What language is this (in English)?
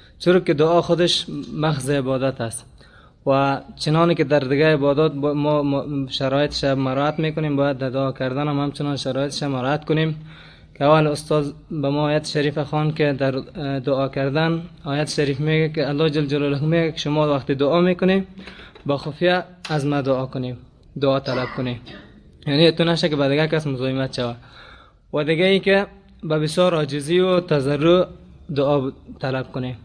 Persian